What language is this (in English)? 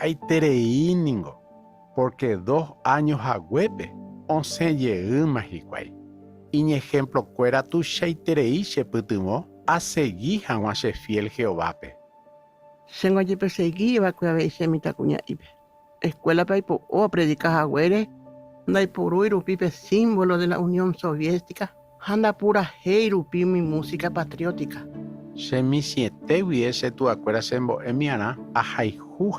Guarani